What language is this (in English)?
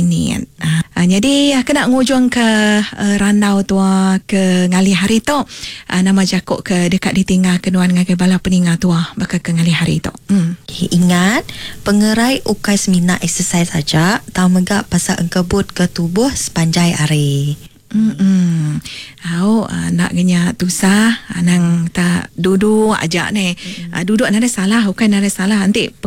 Iban